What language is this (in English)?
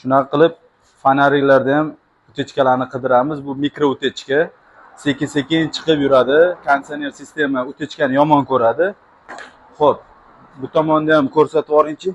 Uzbek